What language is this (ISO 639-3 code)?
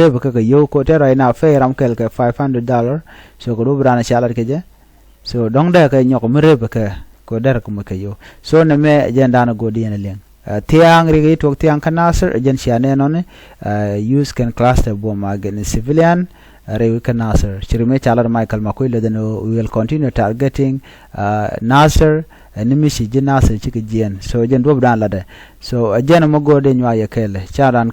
nus